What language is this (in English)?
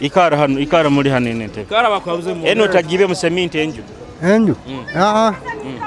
Nyoro